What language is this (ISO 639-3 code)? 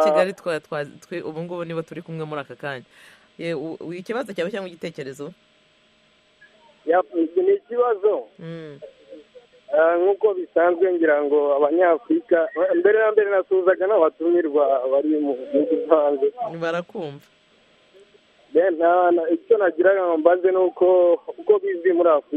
kin